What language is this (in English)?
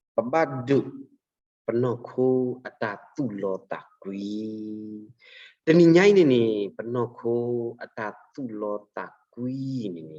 S'gaw Karen